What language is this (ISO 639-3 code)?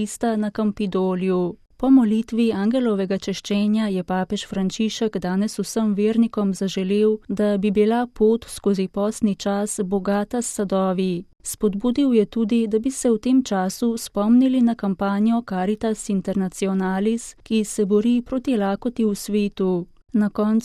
slv